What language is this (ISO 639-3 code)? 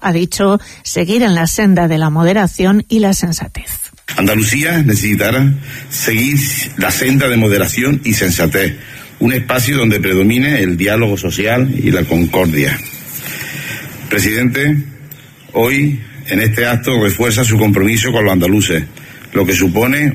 spa